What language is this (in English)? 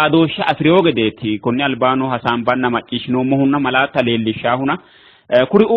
Sidamo